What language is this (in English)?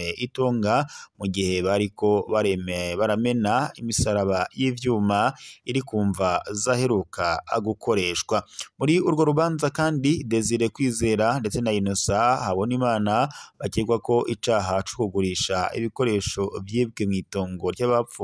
Rundi